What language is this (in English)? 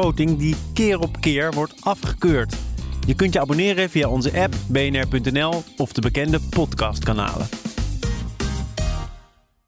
Dutch